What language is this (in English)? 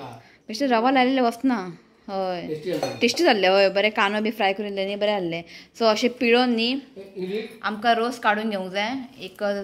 Konkani